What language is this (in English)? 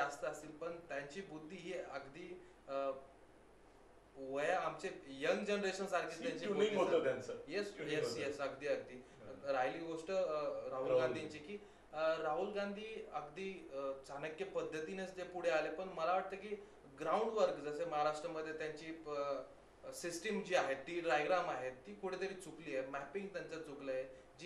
Marathi